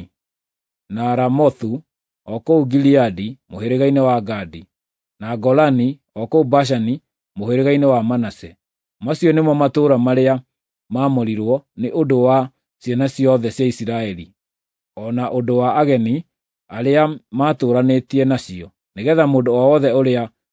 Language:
Kikuyu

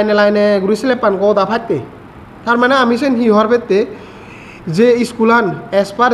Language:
Chakma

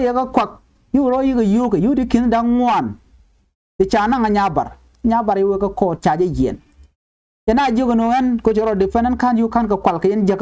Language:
Nuer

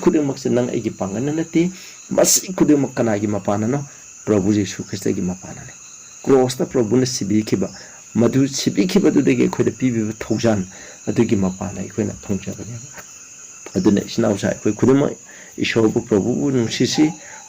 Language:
Manipuri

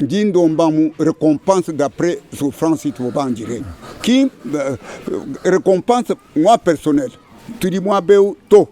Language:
Luba-Lulua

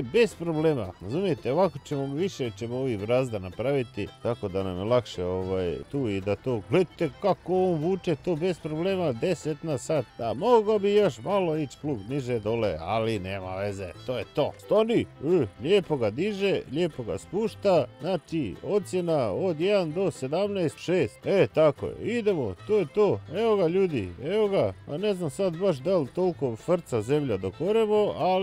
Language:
Croatian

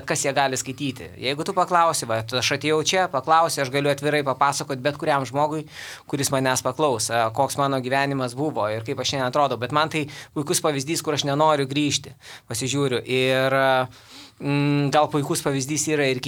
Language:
Lithuanian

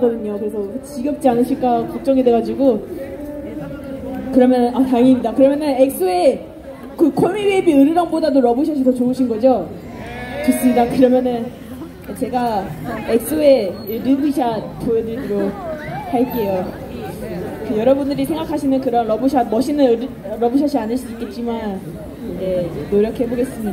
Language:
Korean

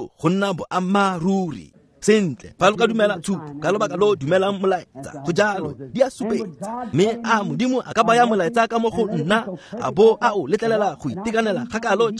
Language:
Tswana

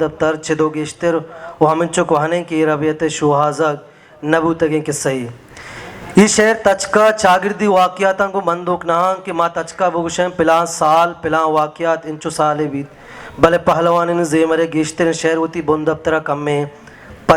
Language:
Baluchi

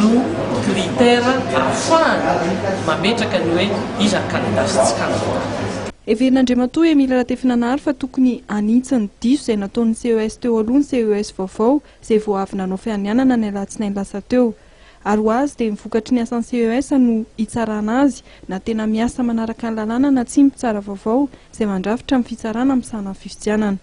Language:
Malagasy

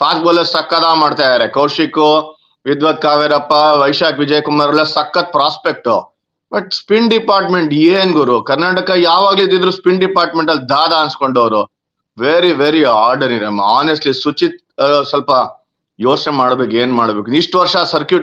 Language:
Kannada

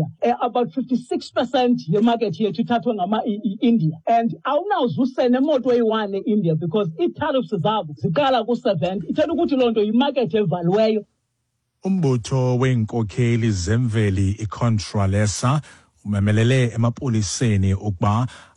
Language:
Xhosa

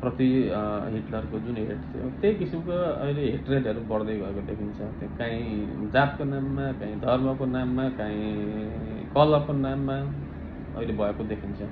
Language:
Nepali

